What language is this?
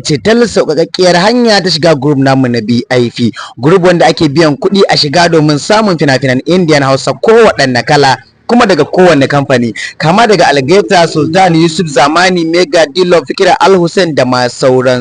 Hausa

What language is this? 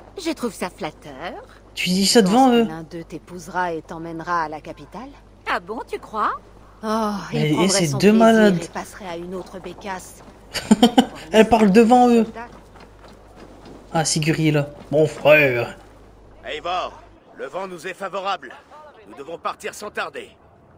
French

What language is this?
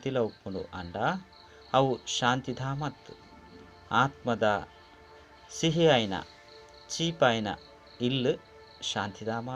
Tulu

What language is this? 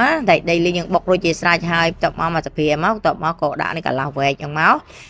Khmer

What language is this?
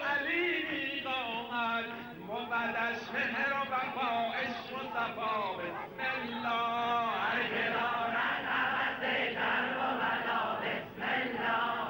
Persian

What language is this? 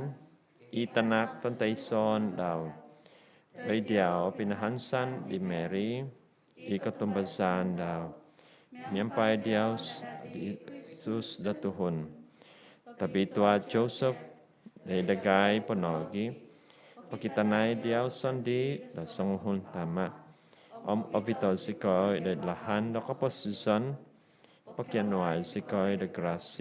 Central Dusun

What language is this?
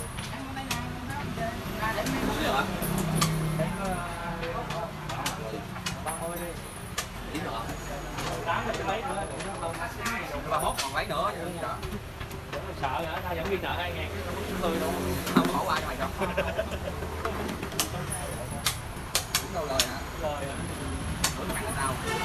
Vietnamese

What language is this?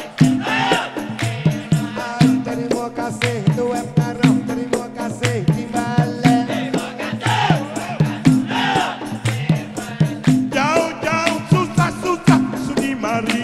Malay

